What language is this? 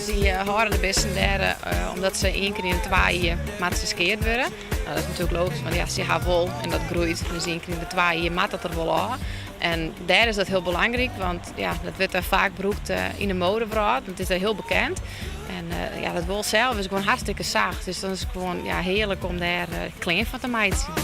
Western Frisian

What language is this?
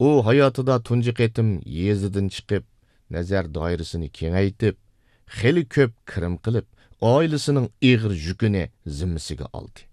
Uyghur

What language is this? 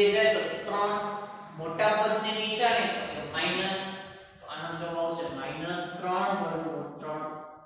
Gujarati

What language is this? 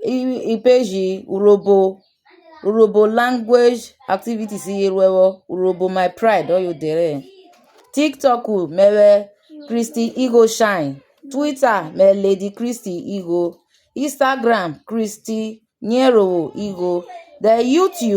Urhobo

